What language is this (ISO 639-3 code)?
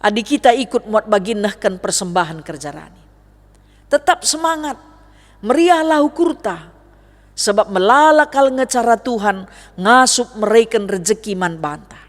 btx